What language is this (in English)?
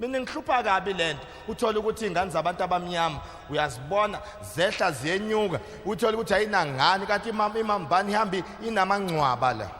Zulu